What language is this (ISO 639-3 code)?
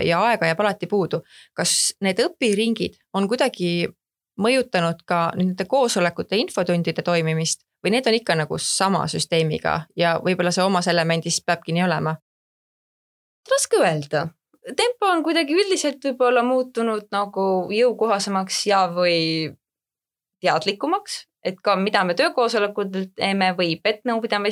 est